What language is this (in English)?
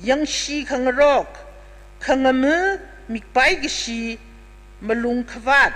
Tangkhul Naga (India)